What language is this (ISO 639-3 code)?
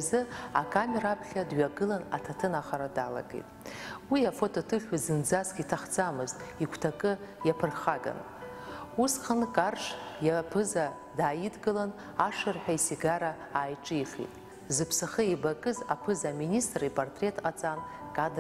abk